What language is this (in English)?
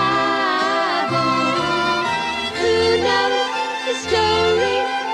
Catalan